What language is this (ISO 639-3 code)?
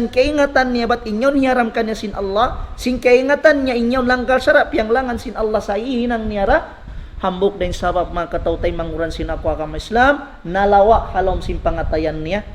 tsg